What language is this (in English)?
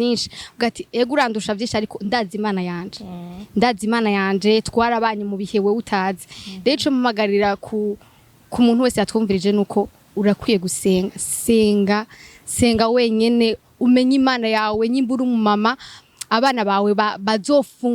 Rundi